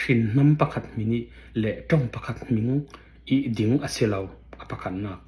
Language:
Falam Chin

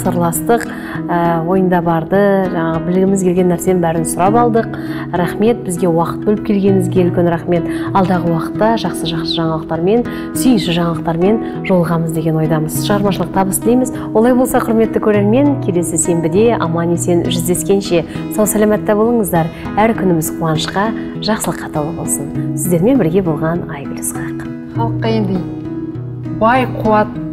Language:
Kazakh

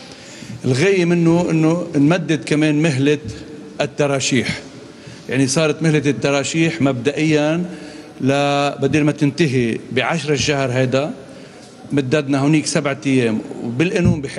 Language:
North Levantine Arabic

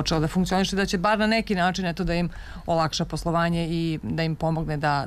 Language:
Serbian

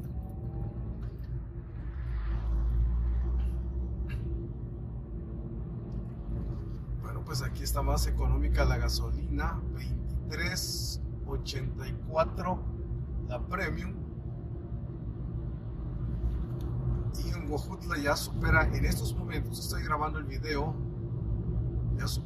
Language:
Spanish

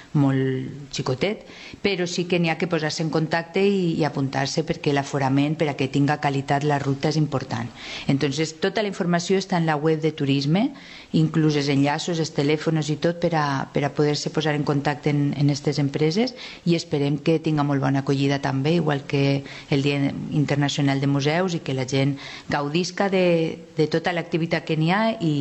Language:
Catalan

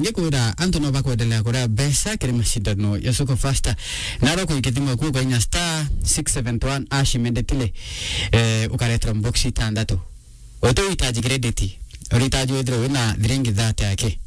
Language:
Meru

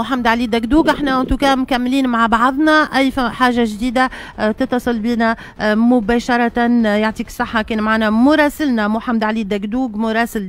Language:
Tunisian Arabic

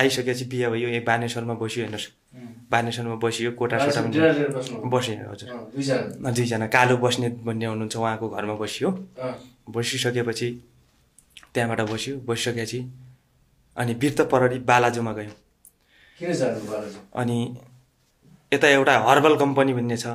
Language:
Nepali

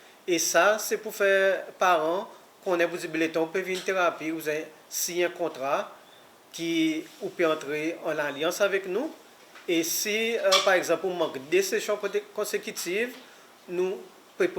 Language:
Seselwa Creole French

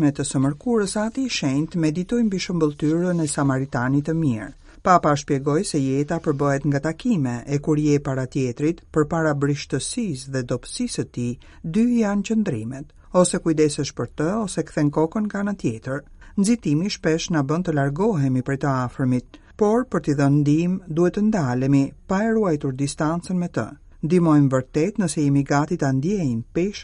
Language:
Albanian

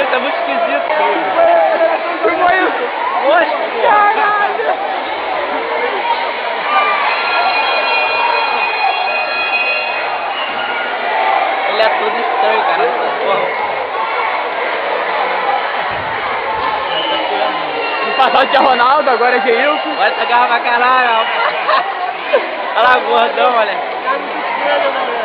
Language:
Portuguese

